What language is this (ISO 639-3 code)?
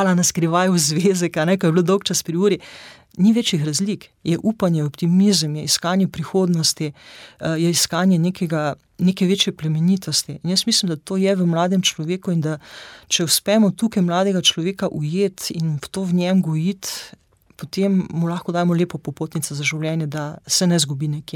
slv